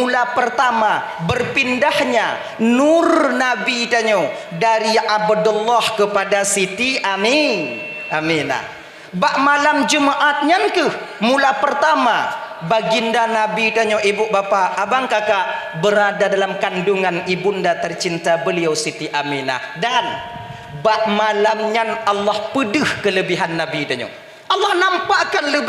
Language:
Achinese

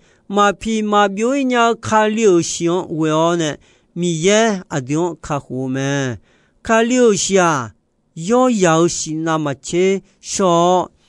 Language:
Akha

